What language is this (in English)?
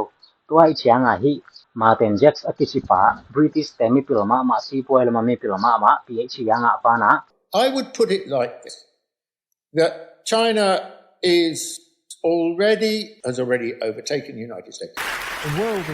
Tedim Chin